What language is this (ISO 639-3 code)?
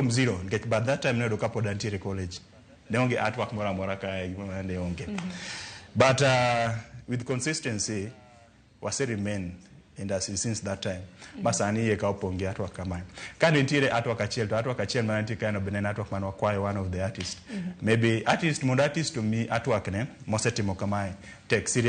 luo